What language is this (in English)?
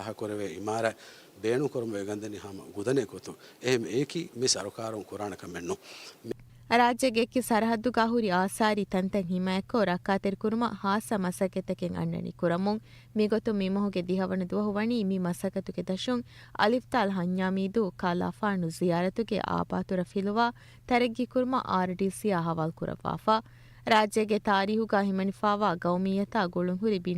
Divehi